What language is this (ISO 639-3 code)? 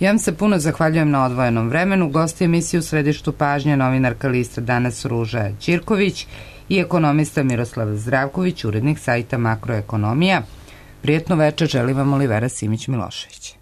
srp